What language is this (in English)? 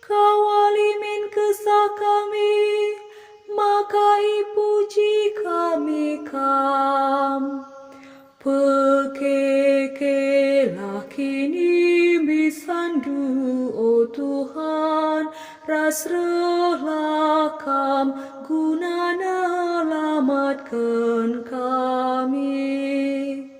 Batak Karo